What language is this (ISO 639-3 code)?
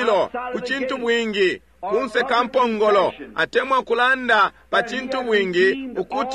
bem